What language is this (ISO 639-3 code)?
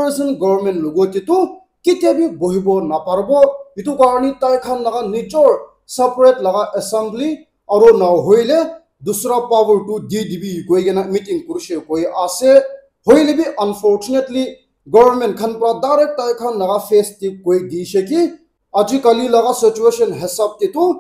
nag